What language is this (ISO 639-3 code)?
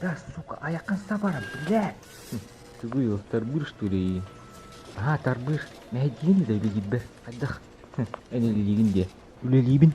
sah